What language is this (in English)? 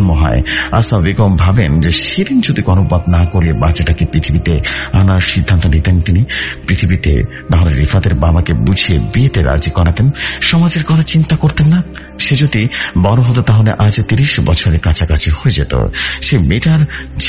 Bangla